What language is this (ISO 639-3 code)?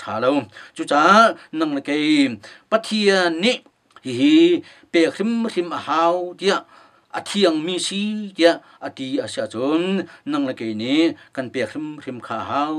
cnh